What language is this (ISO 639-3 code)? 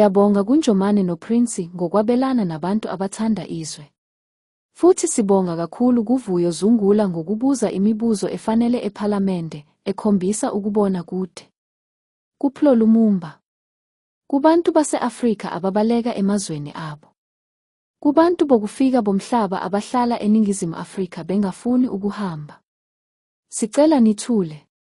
zul